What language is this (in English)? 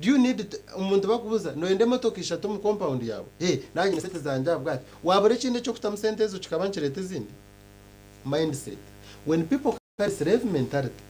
Nyankole